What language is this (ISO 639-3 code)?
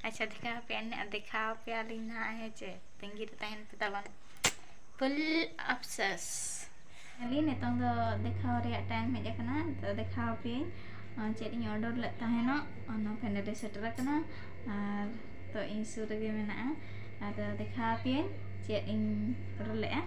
sat